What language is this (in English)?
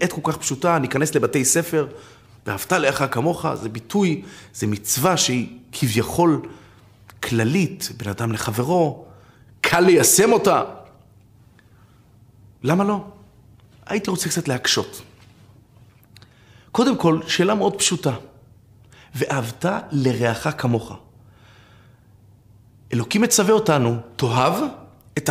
Hebrew